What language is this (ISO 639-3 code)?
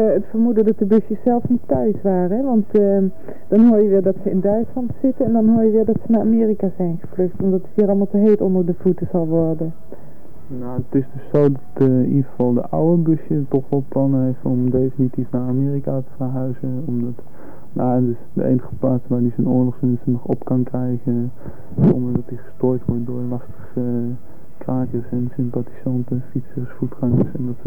nld